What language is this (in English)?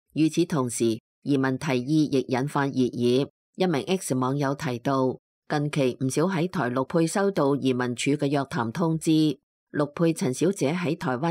Cantonese